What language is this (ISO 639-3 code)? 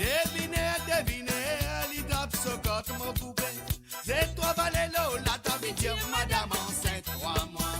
mfe